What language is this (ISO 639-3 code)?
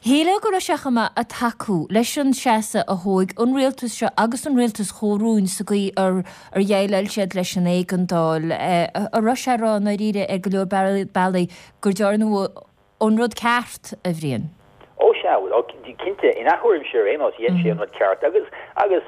gle